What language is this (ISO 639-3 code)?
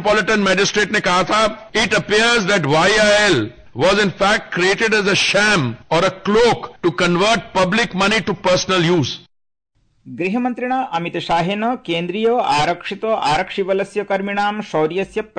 san